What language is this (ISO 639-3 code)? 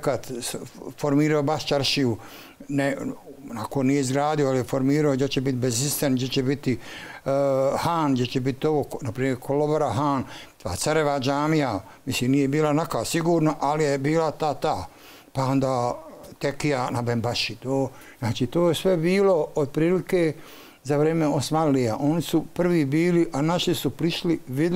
bos